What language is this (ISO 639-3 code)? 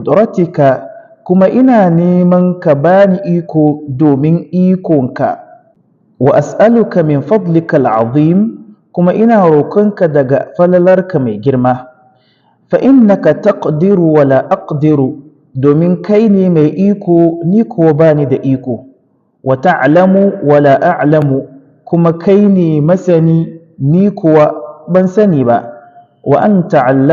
hau